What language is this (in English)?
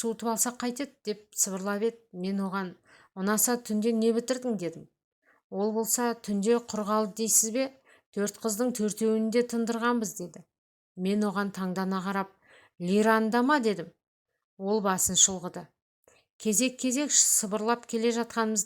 Kazakh